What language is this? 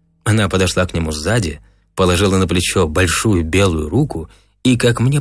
Russian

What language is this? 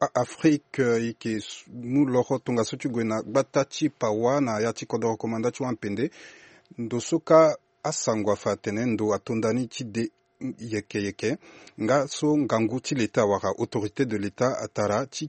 Sango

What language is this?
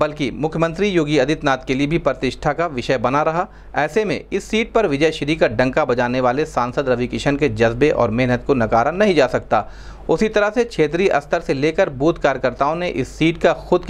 Hindi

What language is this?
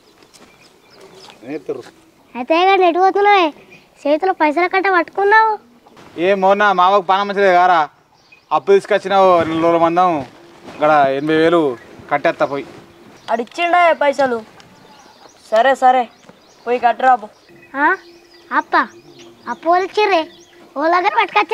Telugu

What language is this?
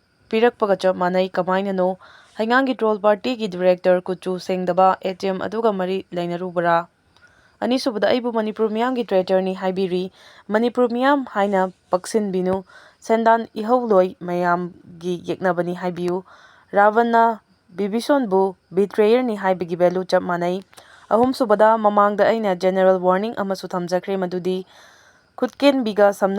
Manipuri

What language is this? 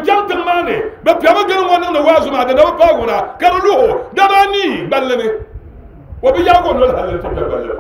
Dagbani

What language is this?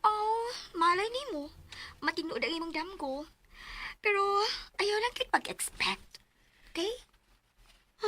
Cebuano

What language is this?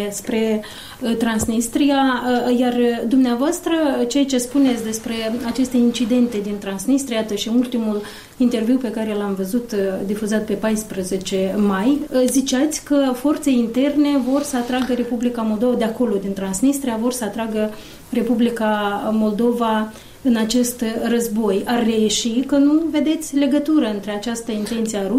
Romanian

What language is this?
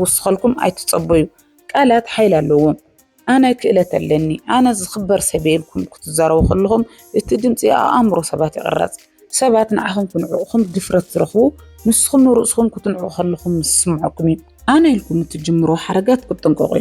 Tigrinya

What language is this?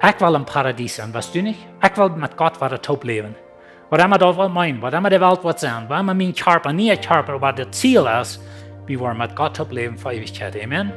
Plautdietsch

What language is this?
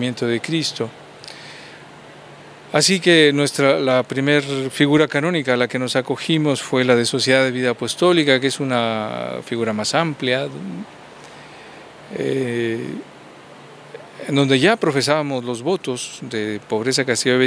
Spanish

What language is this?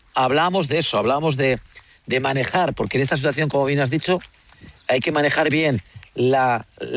Spanish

